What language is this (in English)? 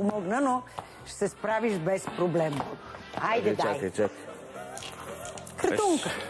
Bulgarian